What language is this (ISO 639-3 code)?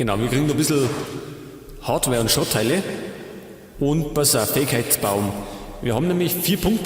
bar